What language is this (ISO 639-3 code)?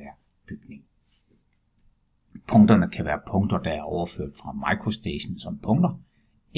dan